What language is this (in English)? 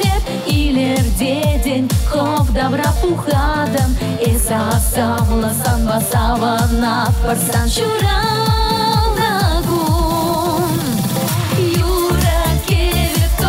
Chuvash